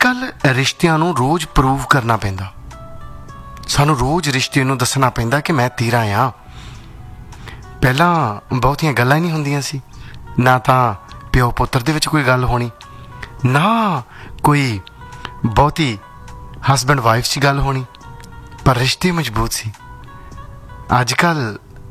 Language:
Punjabi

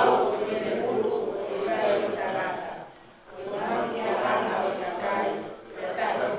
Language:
Tongan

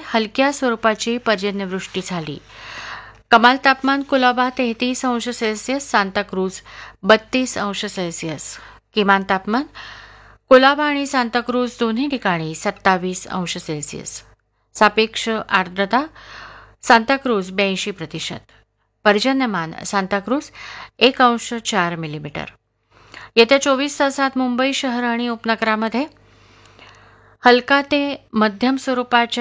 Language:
Marathi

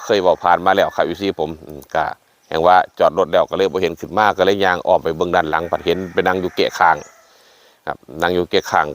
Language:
Northeastern Thai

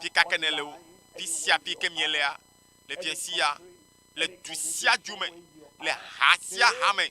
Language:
Ewe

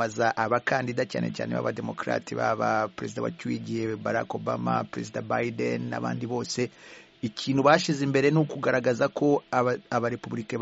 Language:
Kinyarwanda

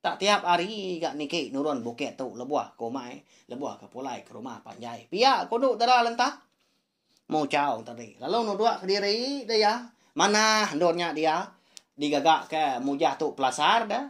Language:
Iban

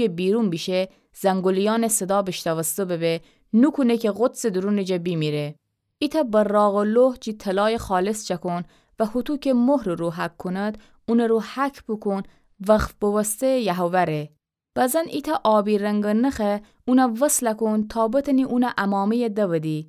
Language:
Gilaki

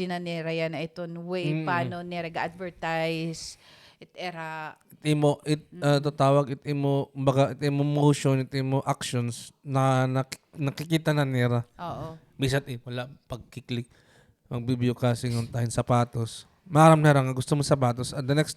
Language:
Waray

